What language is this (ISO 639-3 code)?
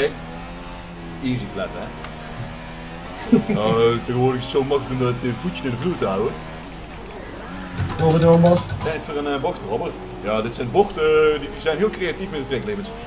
nld